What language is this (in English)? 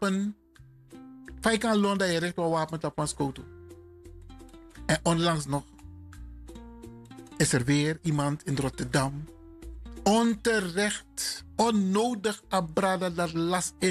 Dutch